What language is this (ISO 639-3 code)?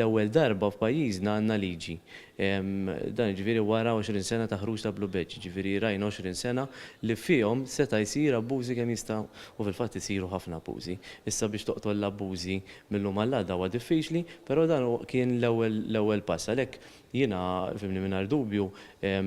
mlt